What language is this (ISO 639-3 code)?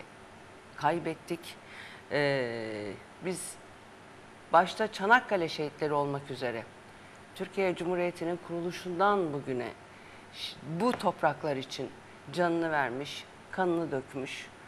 tur